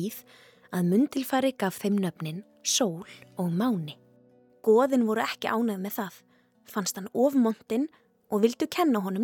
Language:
Icelandic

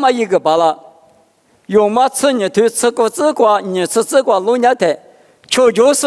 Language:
Lisu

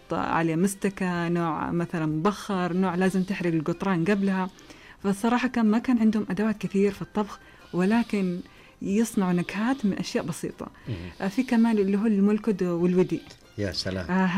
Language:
Najdi Arabic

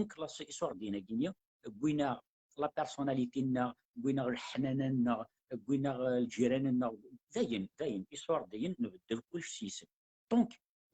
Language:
Kabyle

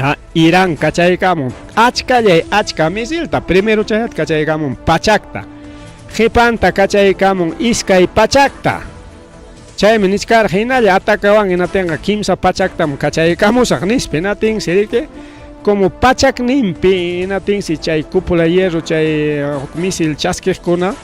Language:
Ayacucho Quechua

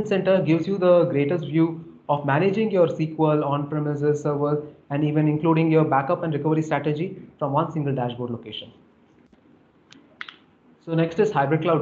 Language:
English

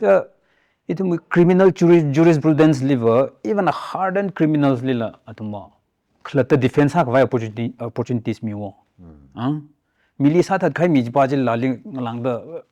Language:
Tangkhul Naga (India)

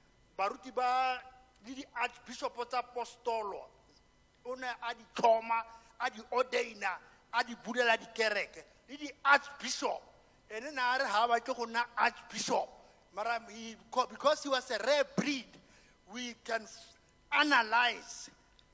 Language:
Tswana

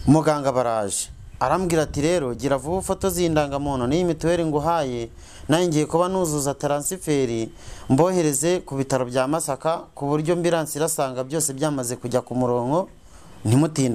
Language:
Kinyarwanda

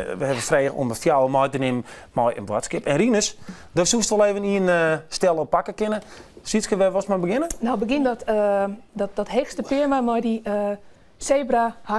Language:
Western Frisian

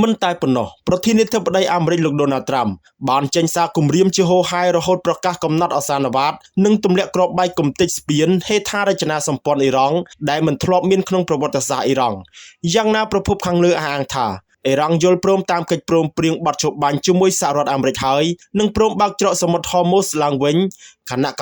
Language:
Khmer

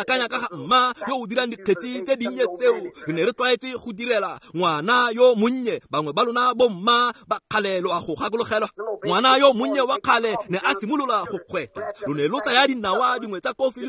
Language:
Tswana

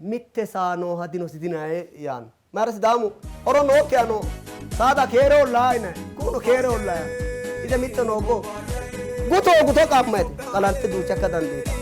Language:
Sidamo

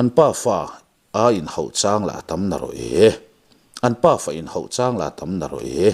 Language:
Mizo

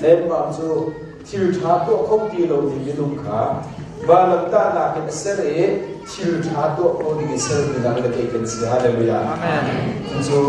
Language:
Hakha Chin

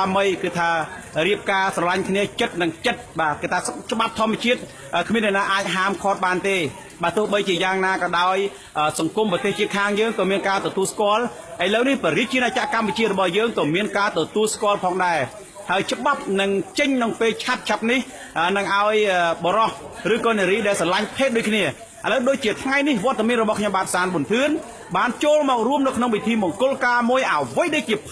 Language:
Khmer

